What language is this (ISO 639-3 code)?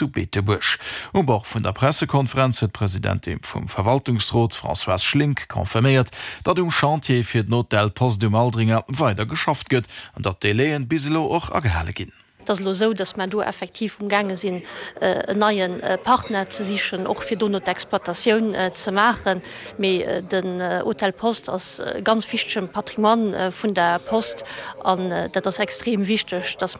ltz